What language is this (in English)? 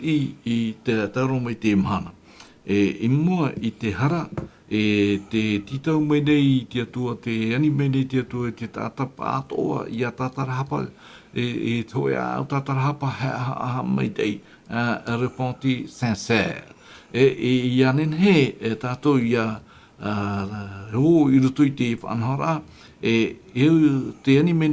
Tahitian